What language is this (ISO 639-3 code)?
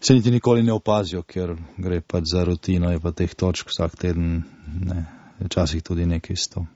slv